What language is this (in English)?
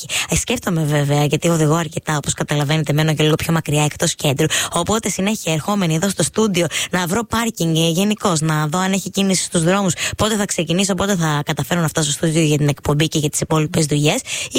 Greek